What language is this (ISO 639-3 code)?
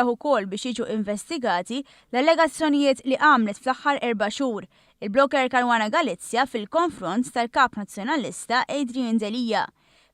mlt